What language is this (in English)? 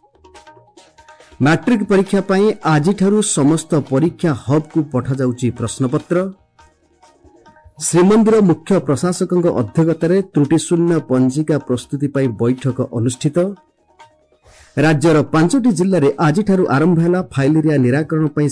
Odia